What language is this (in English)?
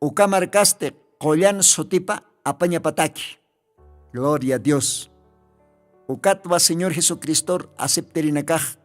Aymara